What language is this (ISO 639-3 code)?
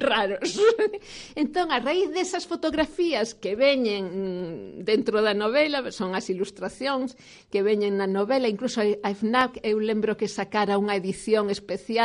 glg